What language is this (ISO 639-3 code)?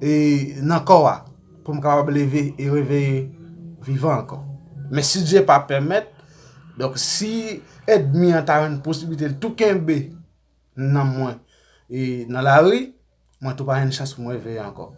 hat